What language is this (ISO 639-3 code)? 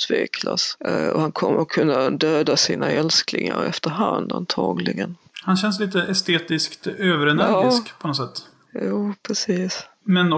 swe